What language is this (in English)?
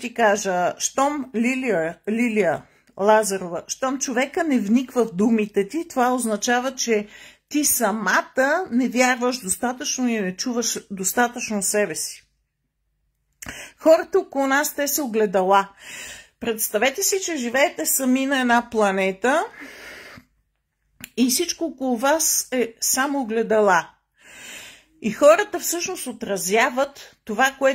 Bulgarian